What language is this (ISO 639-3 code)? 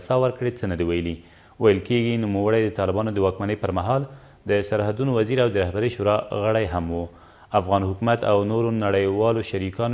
pus